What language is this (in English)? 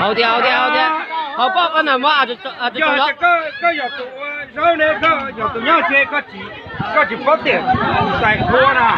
Hmong